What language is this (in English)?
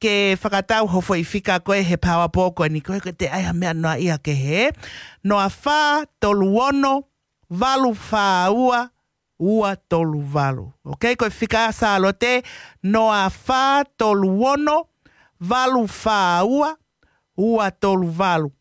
Tongan